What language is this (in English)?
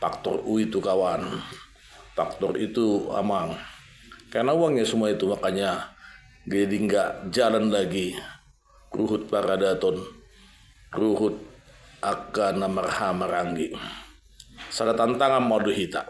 Batak Toba